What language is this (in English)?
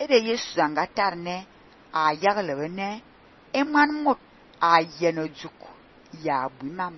Fang